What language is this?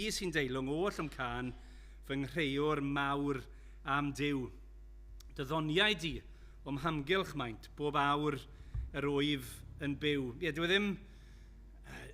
Welsh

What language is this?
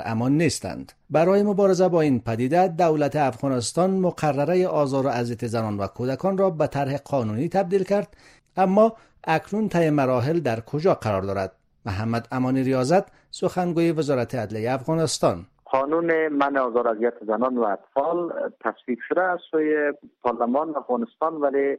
Persian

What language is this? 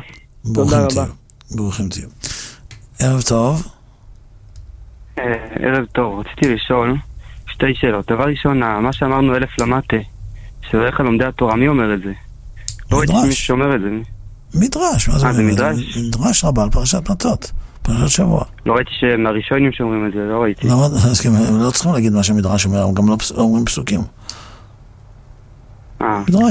Hebrew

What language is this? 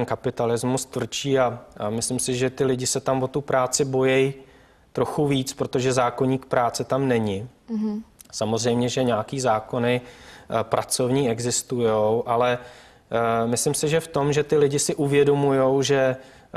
Czech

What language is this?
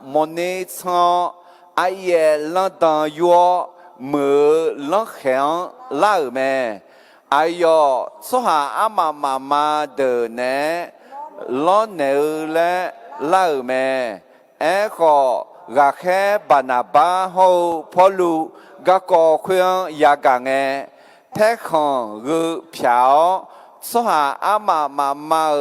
Akha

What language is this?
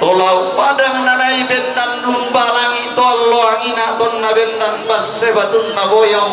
Toraja-Sa'dan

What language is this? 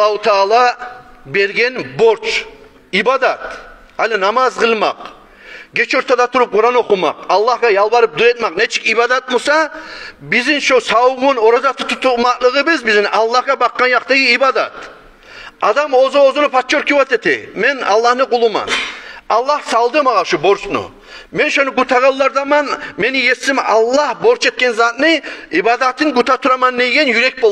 Kumyk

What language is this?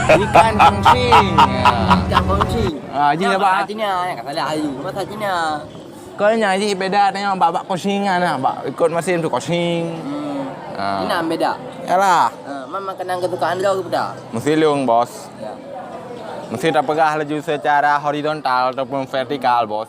Achinese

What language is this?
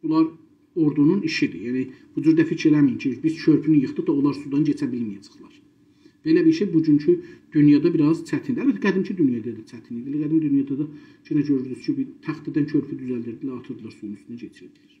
South Azerbaijani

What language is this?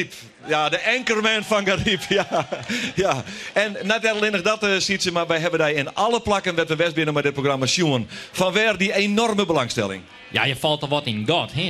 Western Frisian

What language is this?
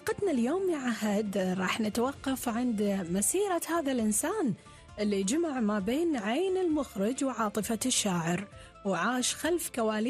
Gulf Arabic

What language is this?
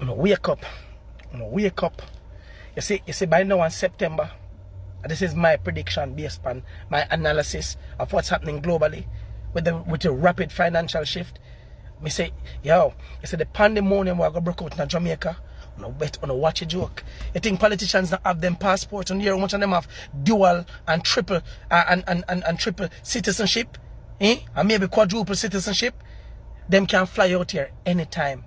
Jamaican Creole English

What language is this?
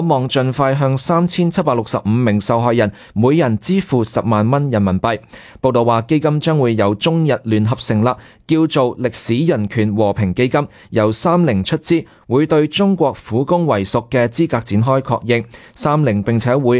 Cantonese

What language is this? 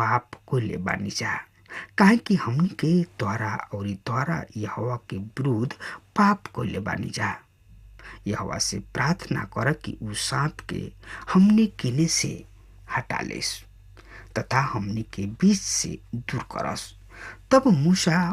Bhojpuri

